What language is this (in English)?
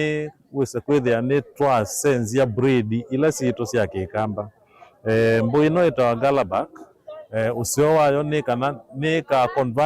Kamba